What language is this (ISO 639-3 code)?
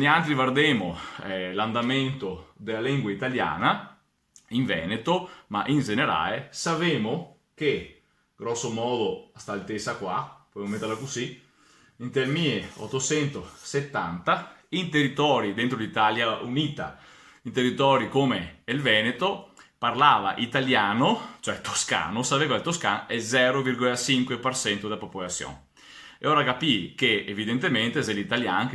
vec